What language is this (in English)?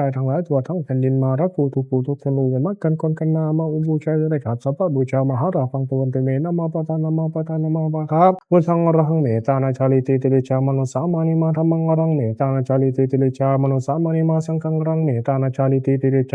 Pali